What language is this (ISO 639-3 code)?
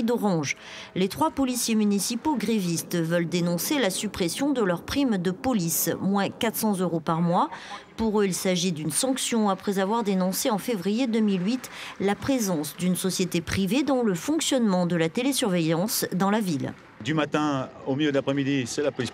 fra